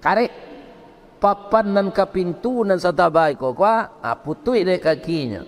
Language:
Minangkabau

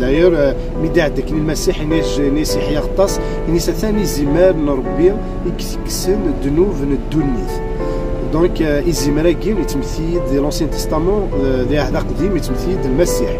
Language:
Kabyle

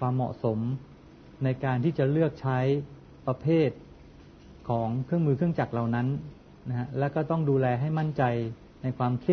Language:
Thai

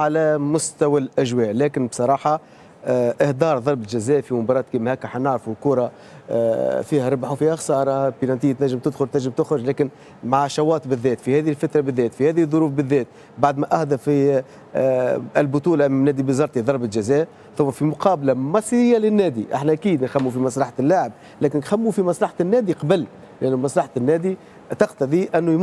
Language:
Tunisian Arabic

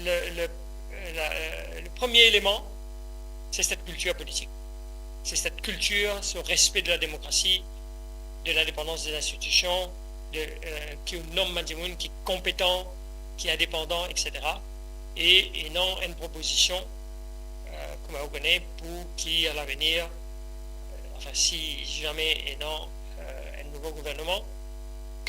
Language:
Morisyen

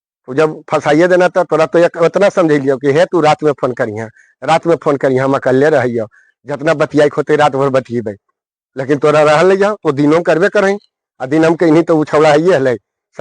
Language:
Magahi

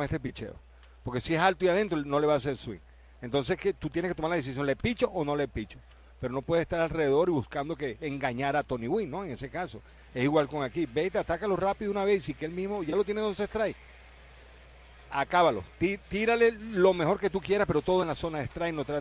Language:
Spanish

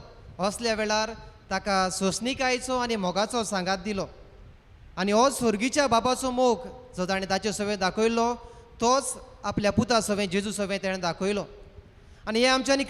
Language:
Konkani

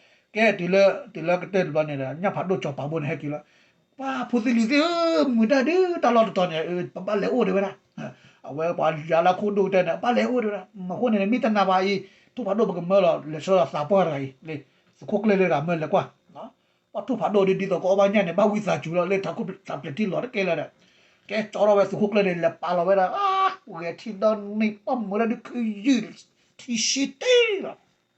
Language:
S'gaw Karen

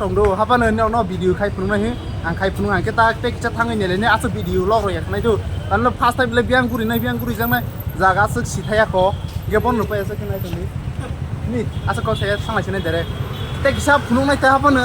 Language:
Kok Borok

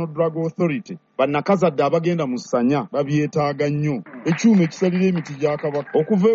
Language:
Ganda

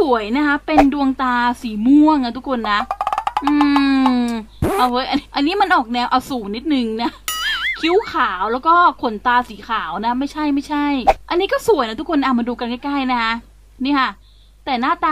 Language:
Thai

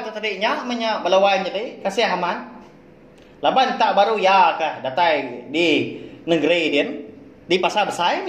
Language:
Iban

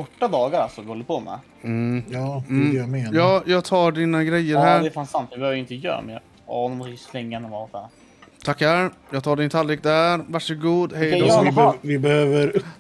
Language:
Swedish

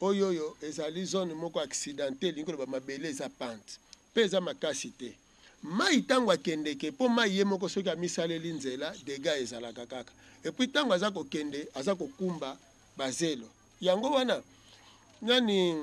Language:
Lingala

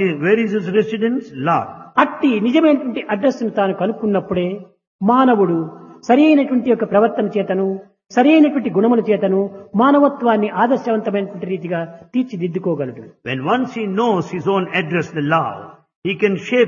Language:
Telugu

